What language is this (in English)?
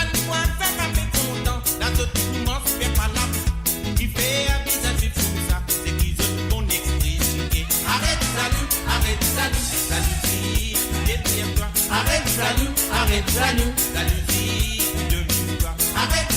Morisyen